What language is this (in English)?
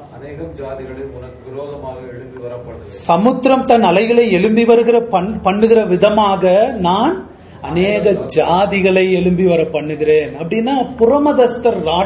Tamil